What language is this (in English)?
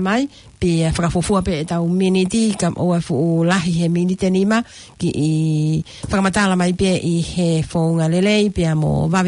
Tongan